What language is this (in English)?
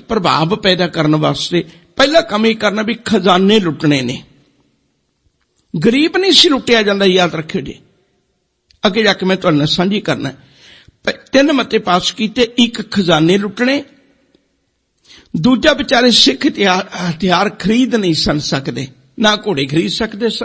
Punjabi